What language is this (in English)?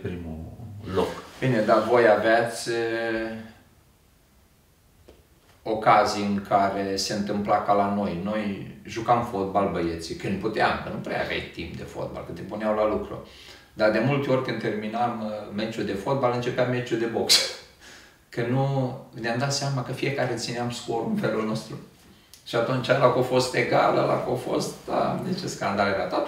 Romanian